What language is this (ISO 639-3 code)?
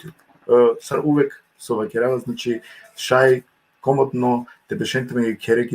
rmn